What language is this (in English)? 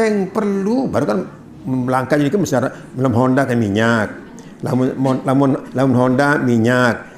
Sasak